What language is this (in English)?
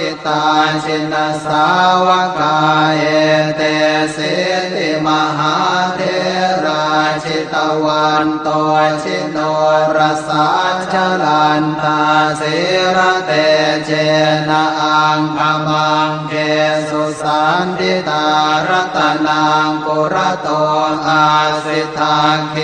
Pali